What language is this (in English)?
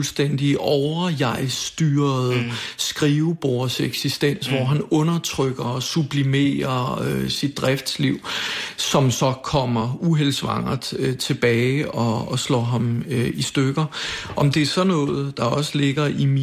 Danish